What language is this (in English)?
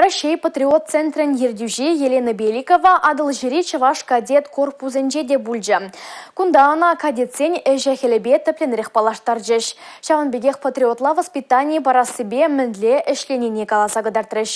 Chuvash